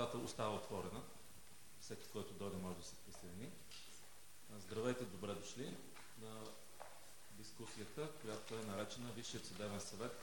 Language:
Bulgarian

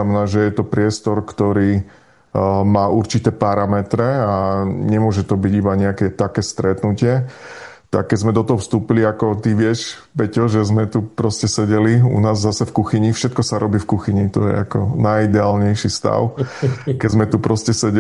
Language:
Slovak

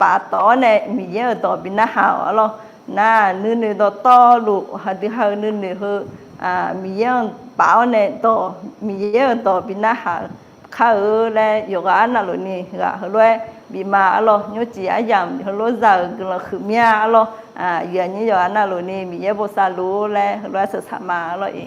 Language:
Akha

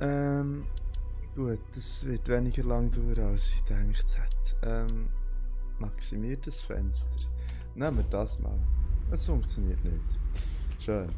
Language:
Swiss German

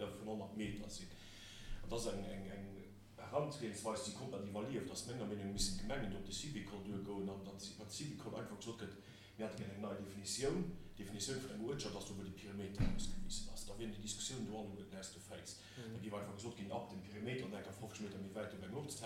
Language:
Luxembourgish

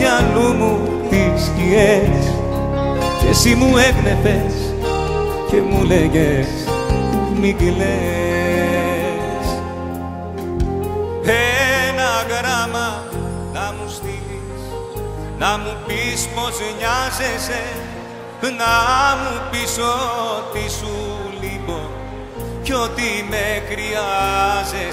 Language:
Greek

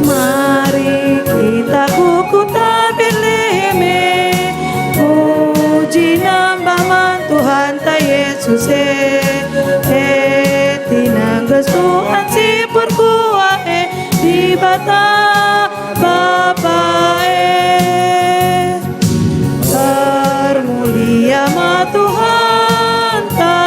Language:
Batak Karo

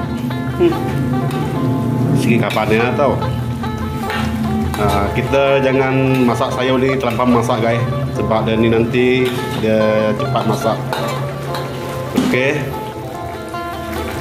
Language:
Malay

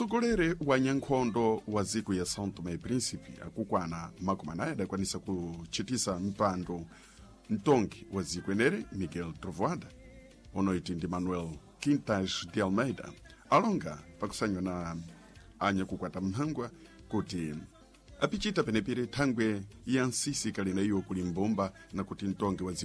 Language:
Sena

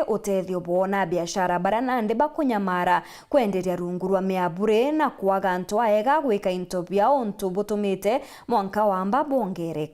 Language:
Meru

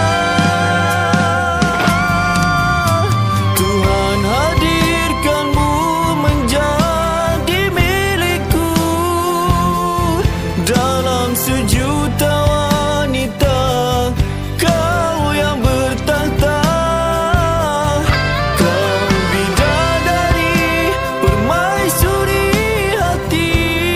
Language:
Malay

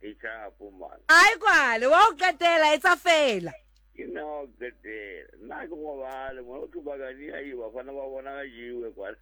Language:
Southern Sotho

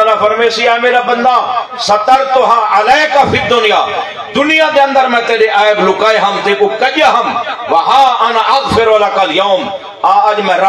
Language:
Saraiki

